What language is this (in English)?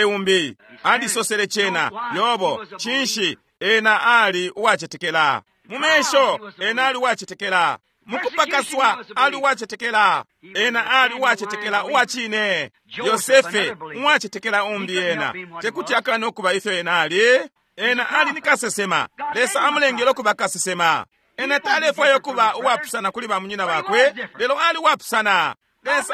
Bemba